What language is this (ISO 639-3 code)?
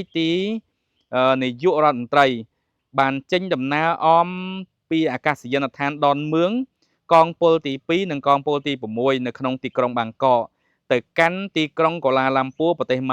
khm